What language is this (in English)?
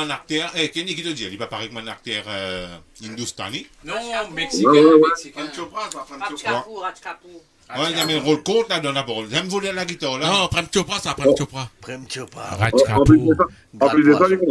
Morisyen